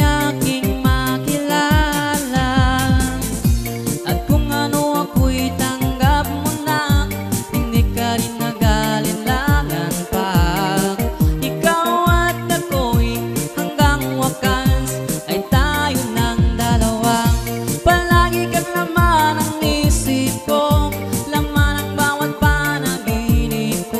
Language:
Filipino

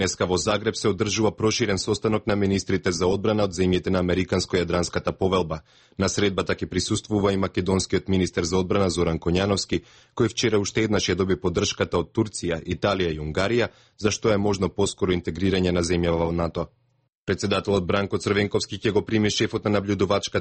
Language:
Macedonian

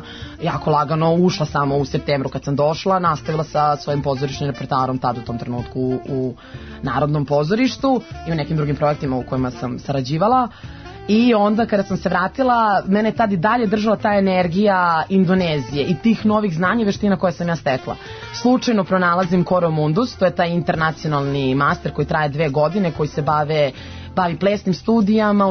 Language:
Serbian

